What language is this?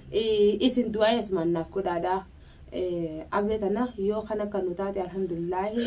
Oromo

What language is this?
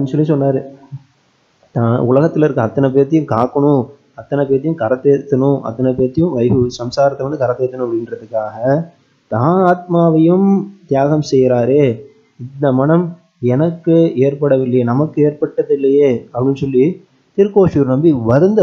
Tamil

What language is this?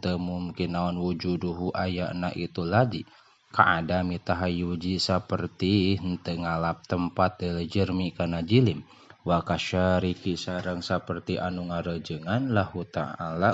Sundanese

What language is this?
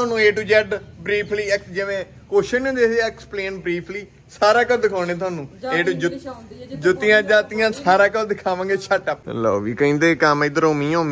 Punjabi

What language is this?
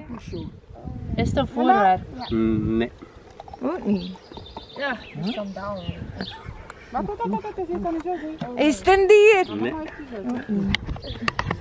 Dutch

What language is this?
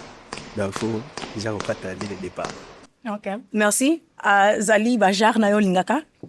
Lingala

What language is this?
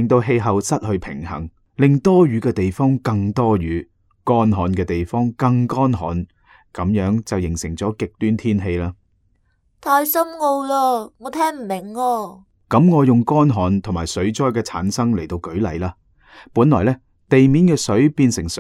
Cantonese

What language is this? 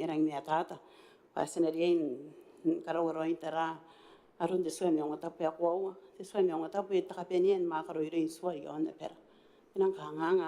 Gilbertese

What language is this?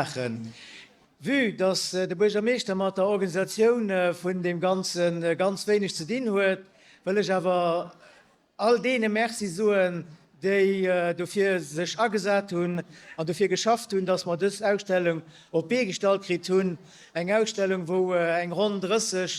Luxembourgish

